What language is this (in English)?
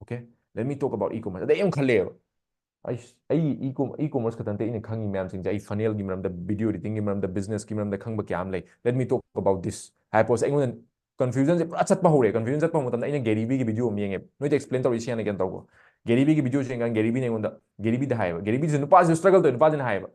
Manipuri